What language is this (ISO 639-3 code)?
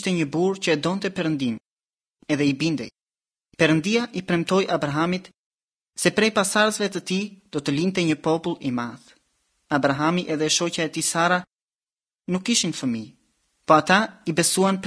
sqi